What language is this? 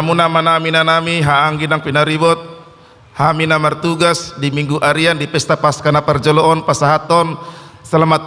Batak Toba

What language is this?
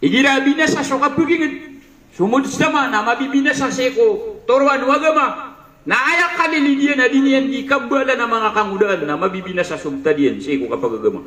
Maranao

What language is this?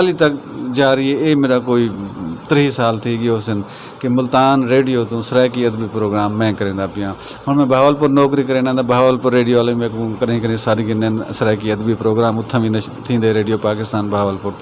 Saraiki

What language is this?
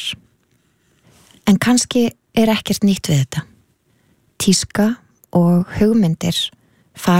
Icelandic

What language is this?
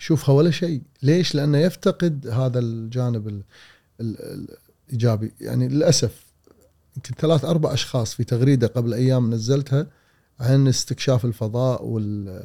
Gulf Arabic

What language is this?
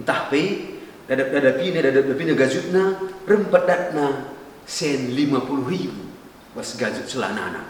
Batak Karo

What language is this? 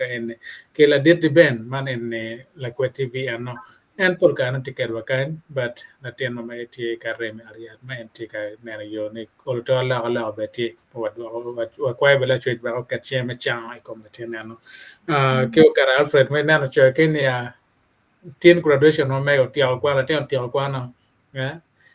Acoli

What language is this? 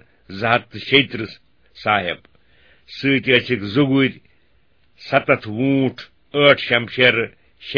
Kashmiri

